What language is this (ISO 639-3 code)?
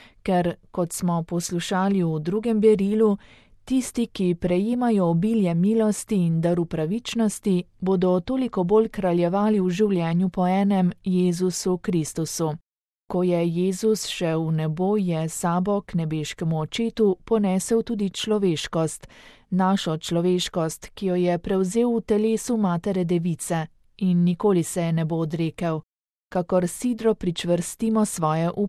slv